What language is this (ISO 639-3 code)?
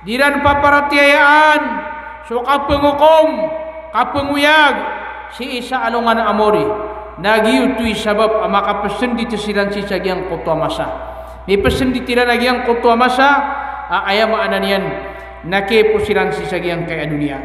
mrw